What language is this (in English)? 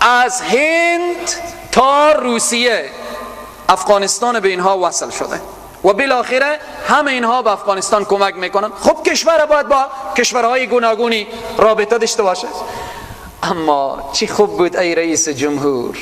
Persian